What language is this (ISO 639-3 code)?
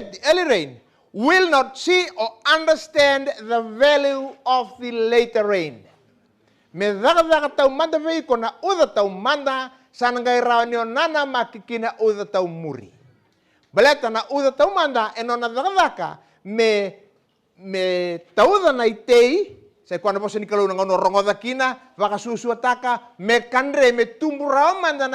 fij